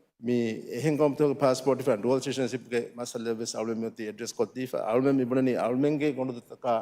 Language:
Divehi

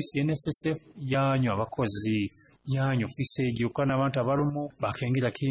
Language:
Nyoro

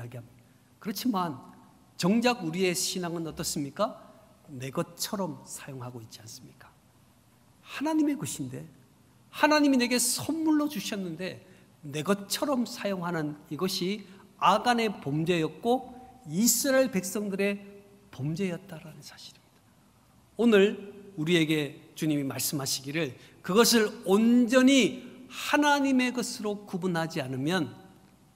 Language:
Korean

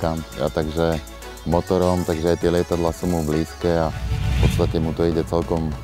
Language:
Slovak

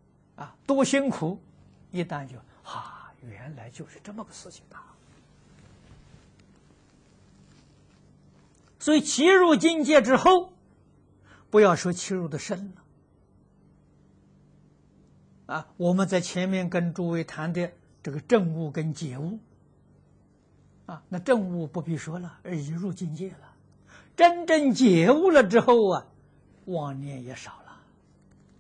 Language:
Chinese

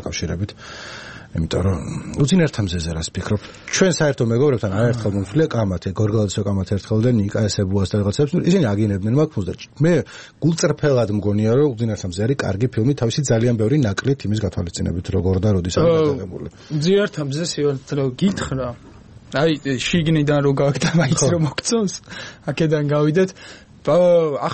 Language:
Georgian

